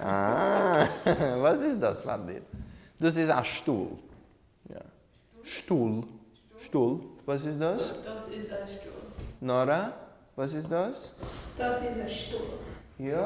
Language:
Yiddish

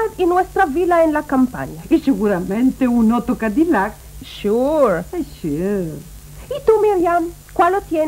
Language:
Ladino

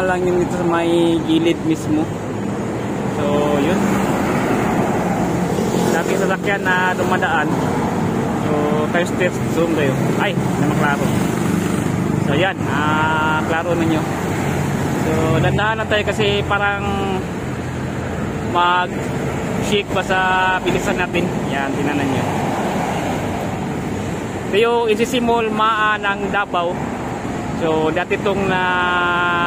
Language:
Filipino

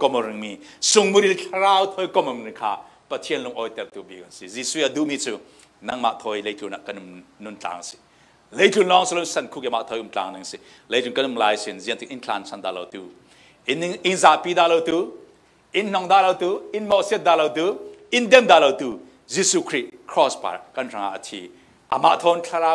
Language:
Falam Chin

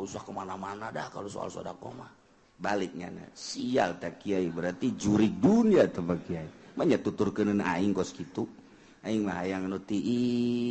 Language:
Sundanese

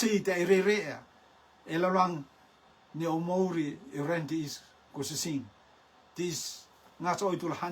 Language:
Rotuman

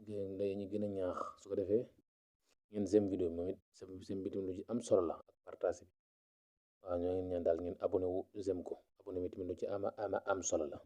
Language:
Wolof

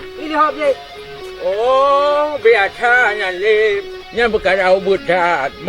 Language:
Achinese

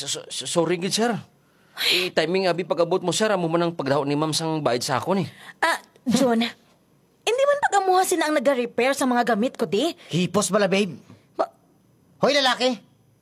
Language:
Hiligaynon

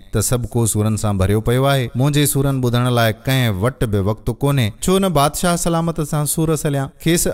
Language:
Sindhi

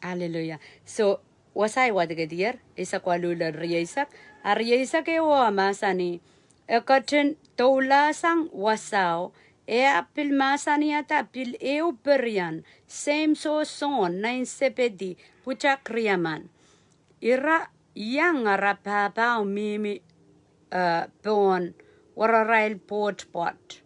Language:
Pohnpeian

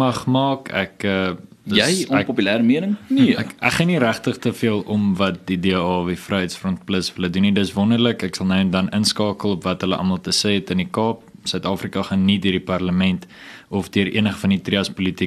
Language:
Afrikaans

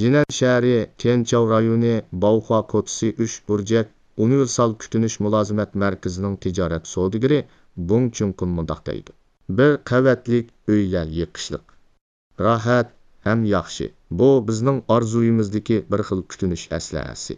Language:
Uyghur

